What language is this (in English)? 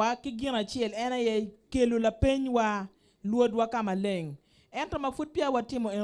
Acoli